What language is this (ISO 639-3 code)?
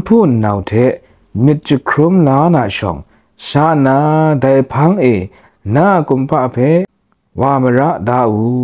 kac